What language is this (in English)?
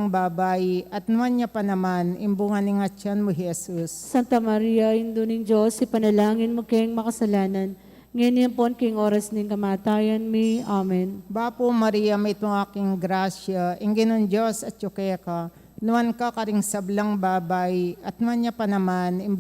Pampanga